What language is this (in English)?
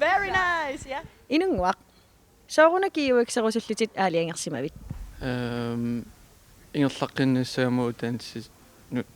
Kalaallisut